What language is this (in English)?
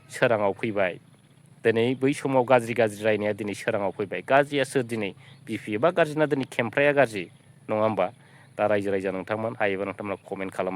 Bodo